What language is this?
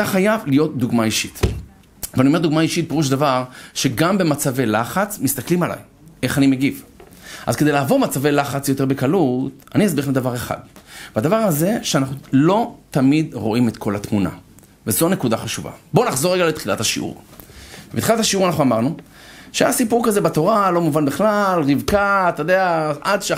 Hebrew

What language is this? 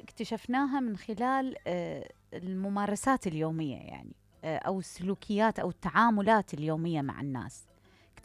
Mesopotamian Arabic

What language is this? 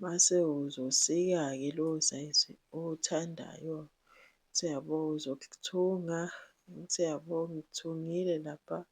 Zulu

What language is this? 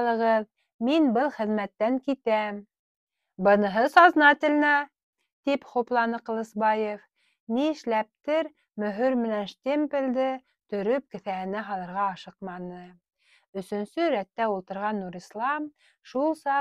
Bashkir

